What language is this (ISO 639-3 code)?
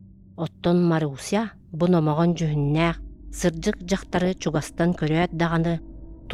sah